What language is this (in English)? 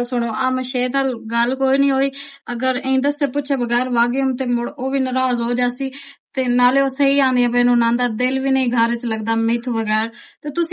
Western Panjabi